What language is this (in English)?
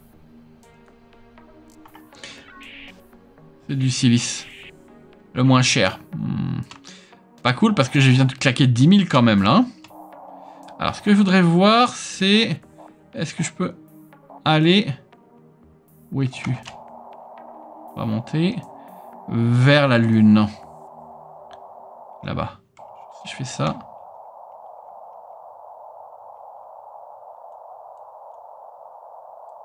French